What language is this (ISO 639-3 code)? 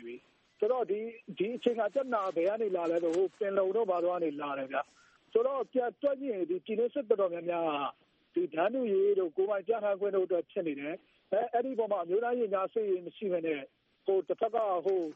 mya